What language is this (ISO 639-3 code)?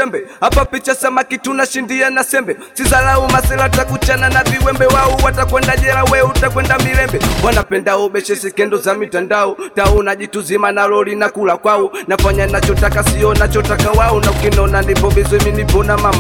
swa